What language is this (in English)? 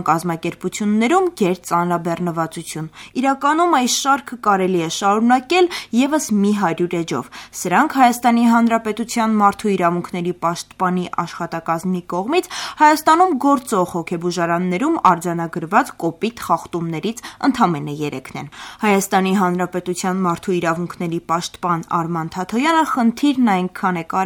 Armenian